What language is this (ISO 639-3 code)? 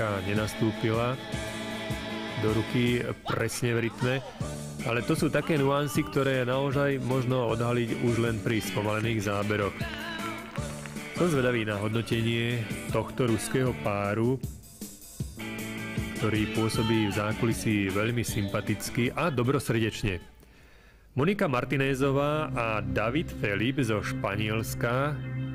slk